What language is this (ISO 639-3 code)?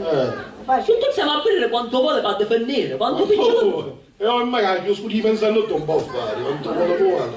scn